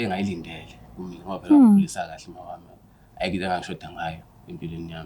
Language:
Zulu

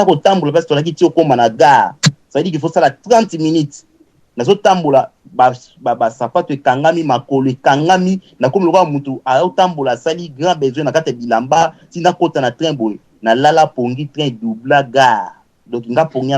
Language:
Lingala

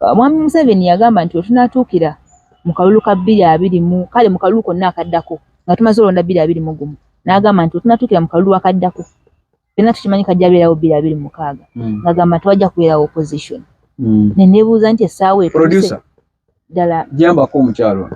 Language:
Ganda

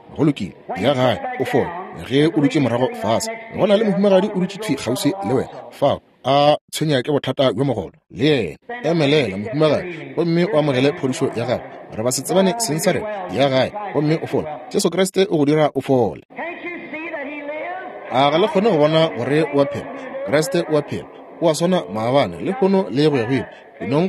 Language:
Northern Sotho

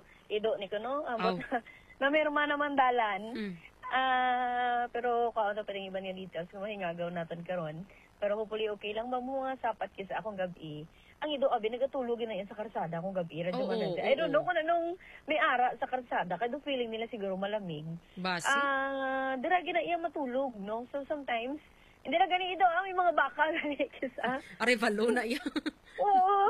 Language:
Hiligaynon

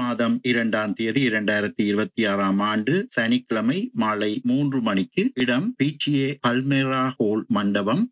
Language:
Tamil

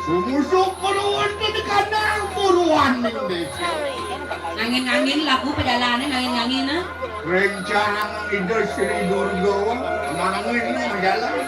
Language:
Balinese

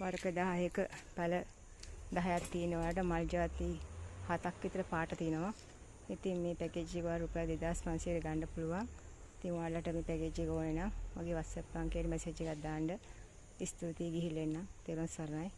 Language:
Sinhala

